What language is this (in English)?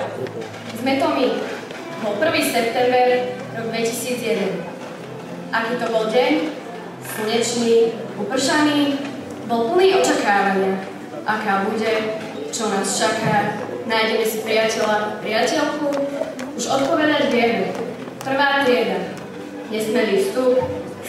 Slovak